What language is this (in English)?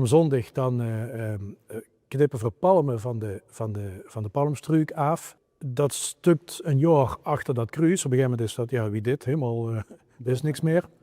Limburgish